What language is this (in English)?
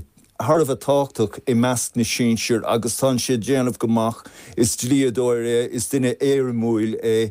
Irish